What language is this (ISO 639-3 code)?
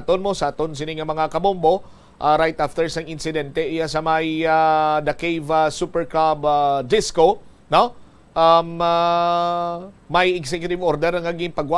hil